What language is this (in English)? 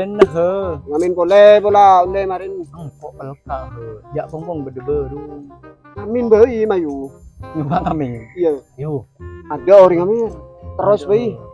Madurese